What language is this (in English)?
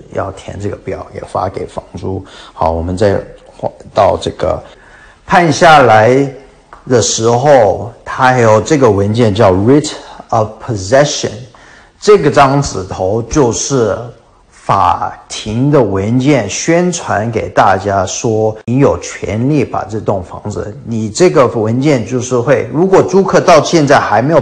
Chinese